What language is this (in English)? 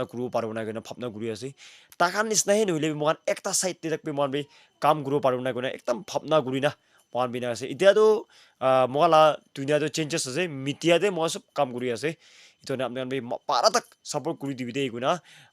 Naga Pidgin